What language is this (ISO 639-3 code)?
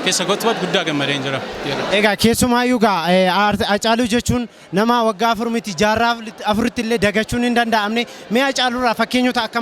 orm